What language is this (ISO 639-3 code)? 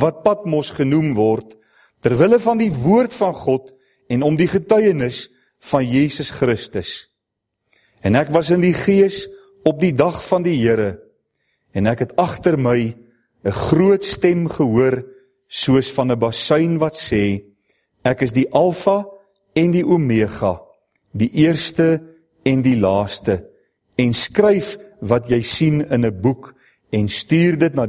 afr